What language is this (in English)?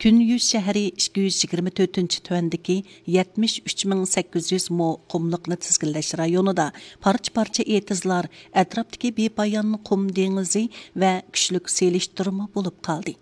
Uyghur